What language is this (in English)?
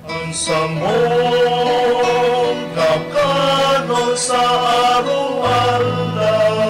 Bikol